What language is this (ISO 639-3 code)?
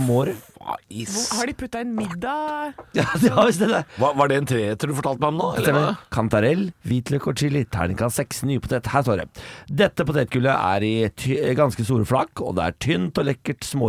nor